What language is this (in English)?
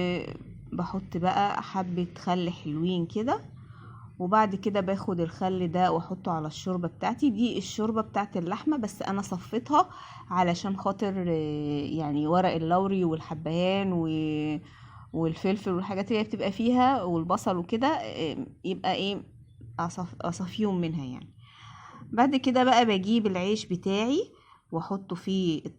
Egyptian Arabic